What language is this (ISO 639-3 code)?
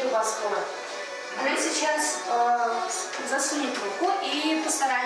chv